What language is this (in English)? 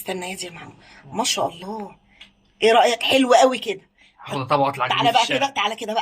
Egyptian Arabic